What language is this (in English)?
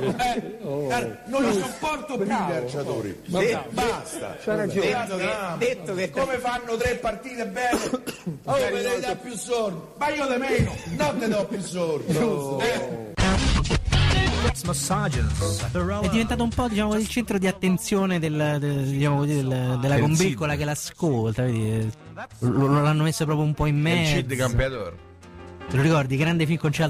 Italian